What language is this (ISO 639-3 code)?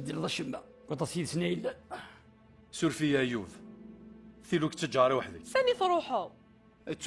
kab